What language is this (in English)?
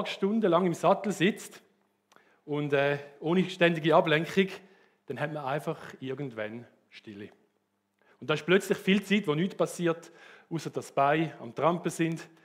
Swiss German